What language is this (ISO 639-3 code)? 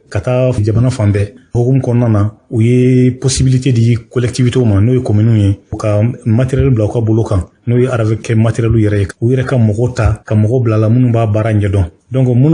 bam